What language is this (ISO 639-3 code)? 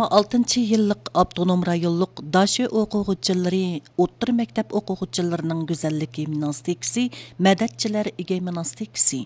uig